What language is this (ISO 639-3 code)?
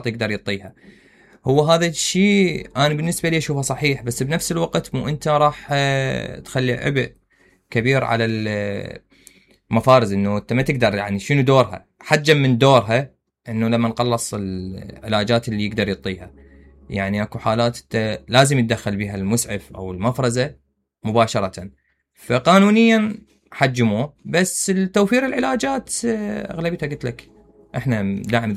acm